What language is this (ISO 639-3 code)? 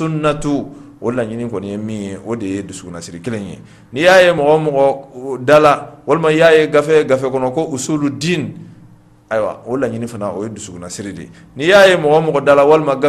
bam